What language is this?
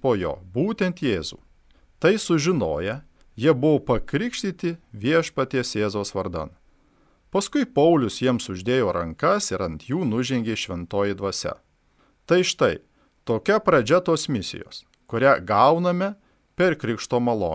Lithuanian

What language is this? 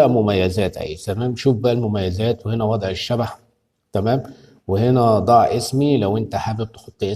Egyptian Arabic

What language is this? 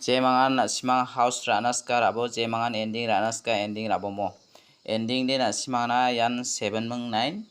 Garo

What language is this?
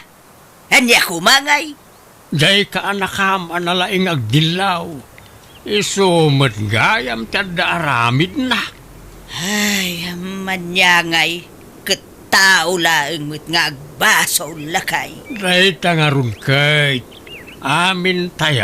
Iloko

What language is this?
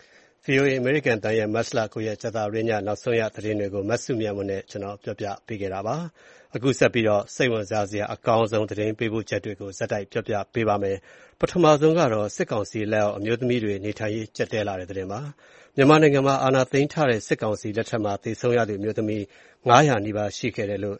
Burmese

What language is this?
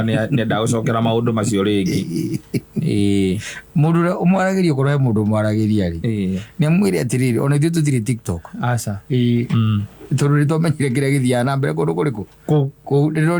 Kikuyu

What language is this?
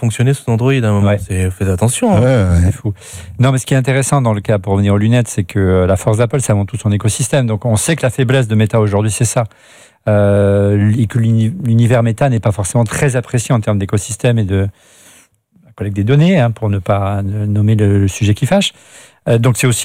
French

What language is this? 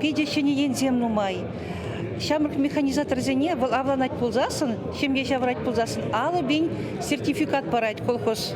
Chuvash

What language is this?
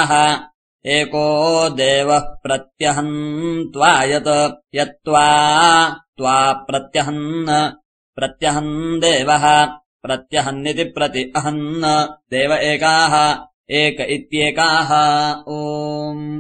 Sanskrit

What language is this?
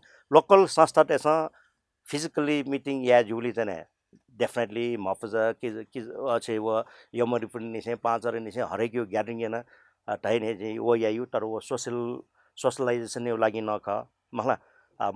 Newari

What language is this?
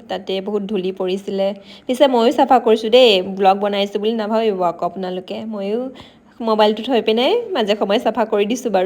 Assamese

